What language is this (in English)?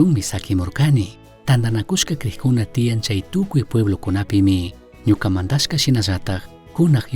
Chimborazo Highland Quichua